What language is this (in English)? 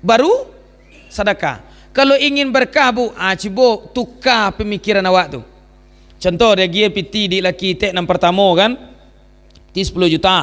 Minangkabau